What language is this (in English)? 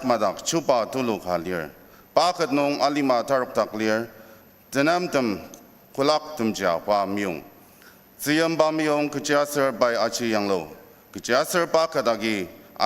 Ao Naga